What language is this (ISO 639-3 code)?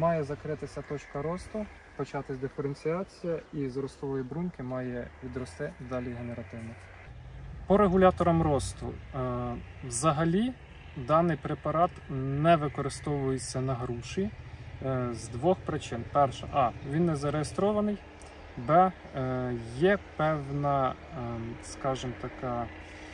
ukr